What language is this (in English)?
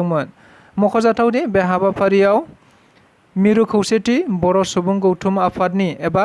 Bodo